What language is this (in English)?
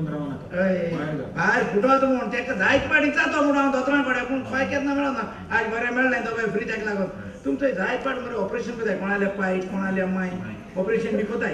Konkani